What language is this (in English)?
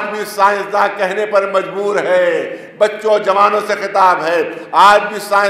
Urdu